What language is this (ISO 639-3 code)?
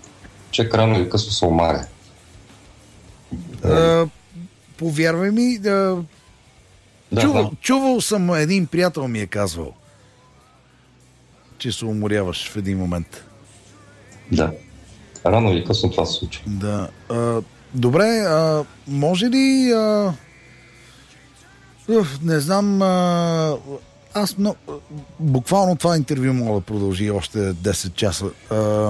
bul